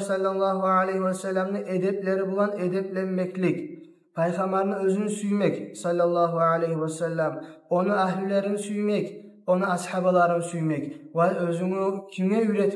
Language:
Kumyk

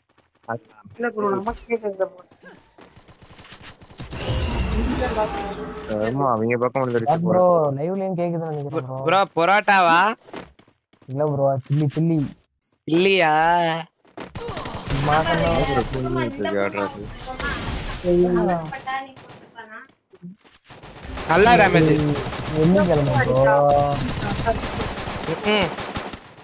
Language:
Tamil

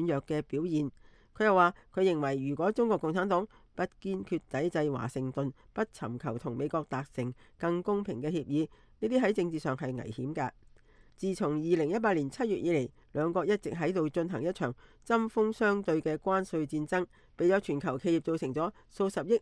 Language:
Cantonese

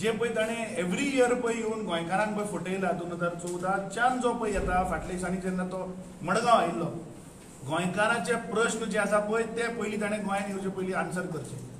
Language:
Konkani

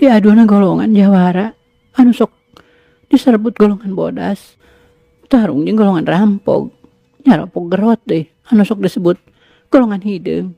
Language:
Sundanese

